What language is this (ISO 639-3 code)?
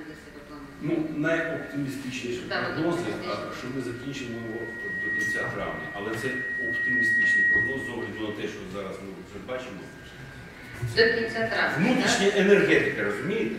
ukr